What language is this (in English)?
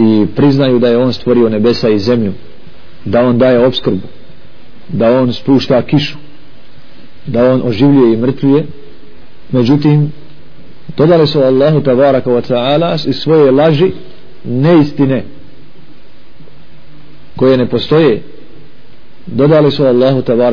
Bosnian